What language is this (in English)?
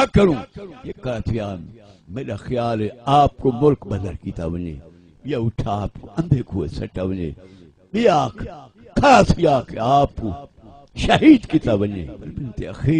Saraiki